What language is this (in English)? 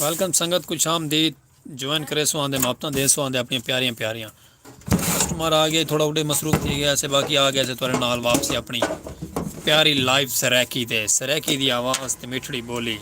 Saraiki